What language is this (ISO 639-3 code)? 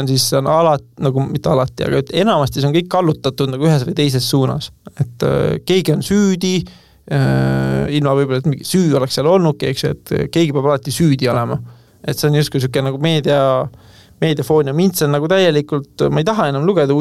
est